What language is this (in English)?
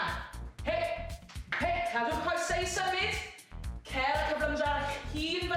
Welsh